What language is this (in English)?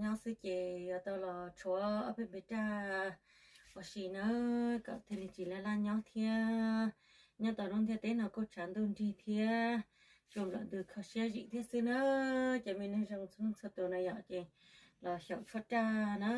Hmong